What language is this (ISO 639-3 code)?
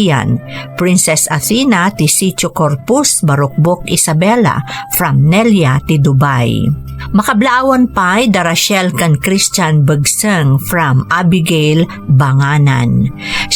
ilo